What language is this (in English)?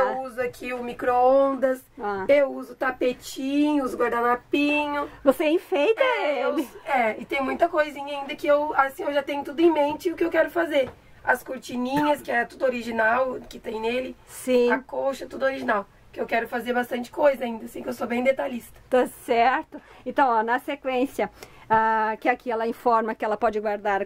Portuguese